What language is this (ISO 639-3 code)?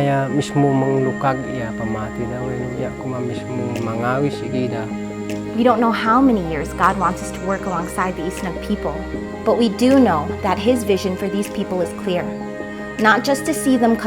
isd